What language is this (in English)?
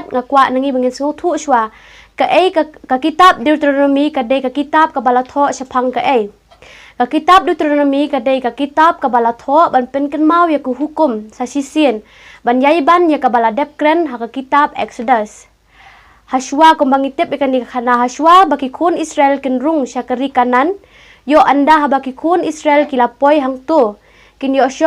Khasi